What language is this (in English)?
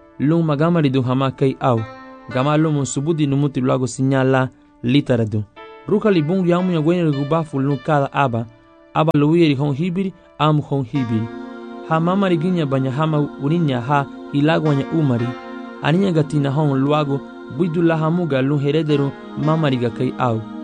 Garifuna